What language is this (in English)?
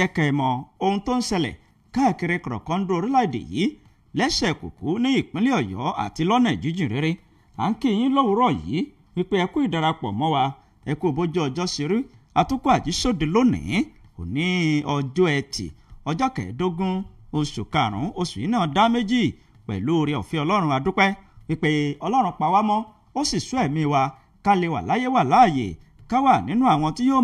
Yoruba